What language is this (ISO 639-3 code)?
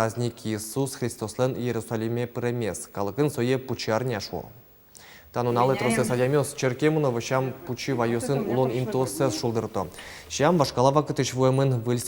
udm